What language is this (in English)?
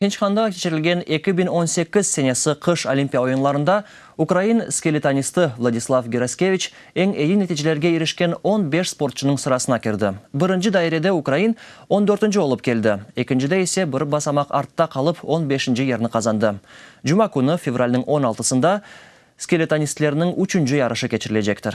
Crimean Tatar